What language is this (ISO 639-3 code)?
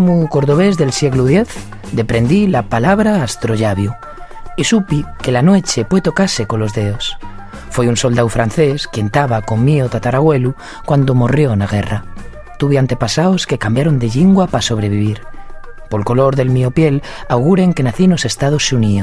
ast